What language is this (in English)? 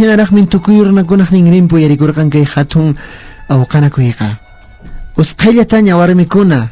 Quechua